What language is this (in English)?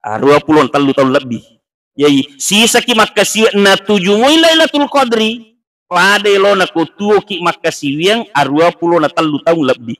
Buginese